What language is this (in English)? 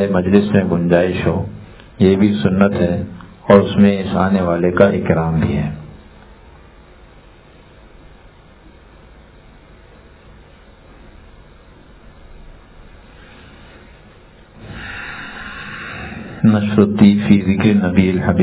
Urdu